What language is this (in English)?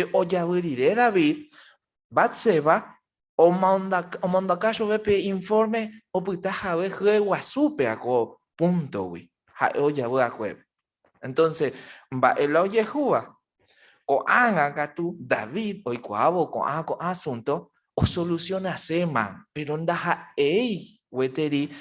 Guarani